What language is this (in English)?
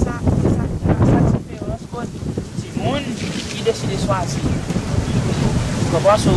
Seselwa Creole French